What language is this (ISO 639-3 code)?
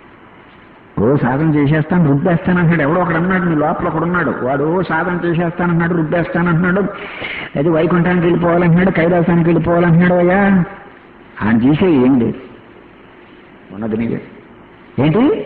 tel